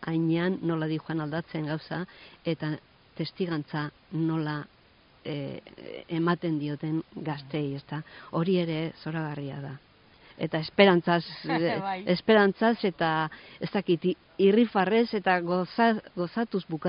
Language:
Basque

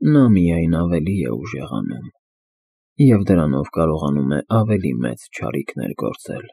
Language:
Armenian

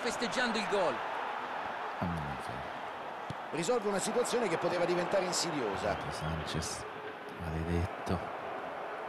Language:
Italian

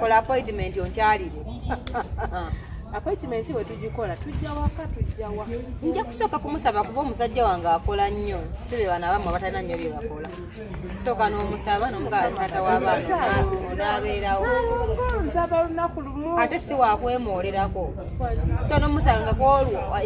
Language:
Ganda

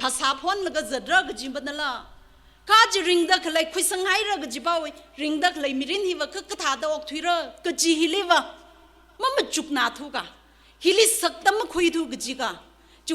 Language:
Tangkhul Naga (India)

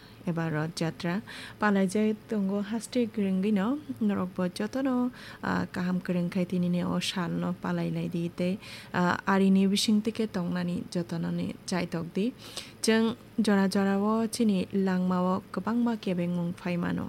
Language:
Kok Borok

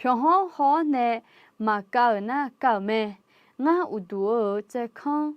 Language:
Akha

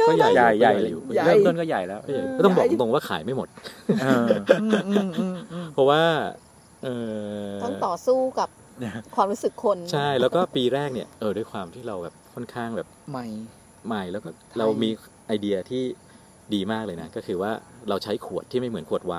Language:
Thai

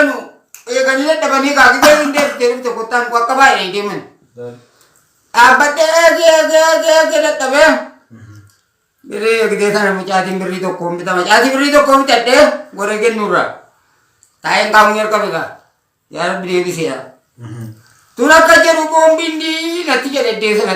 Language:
Oromo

